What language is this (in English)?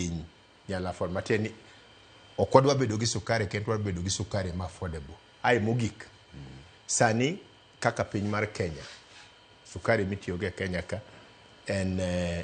Luo (Kenya and Tanzania)